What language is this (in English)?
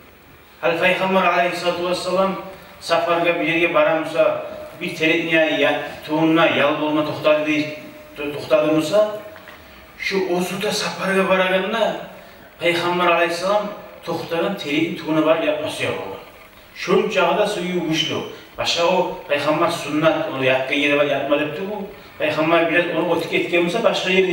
Kumyk